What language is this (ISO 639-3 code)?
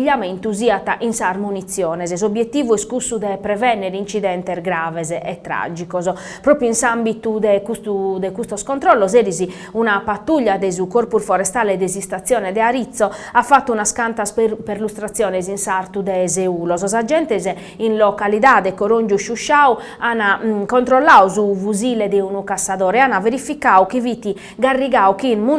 srd